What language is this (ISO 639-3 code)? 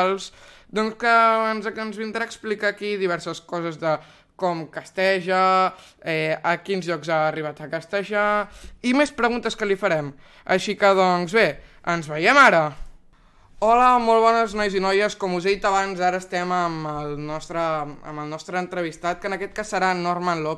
cat